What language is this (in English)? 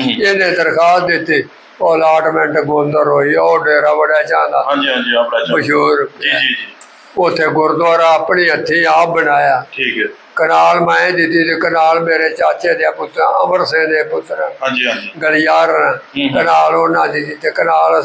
Punjabi